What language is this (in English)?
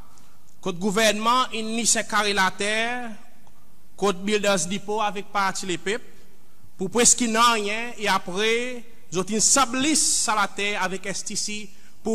Seselwa Creole French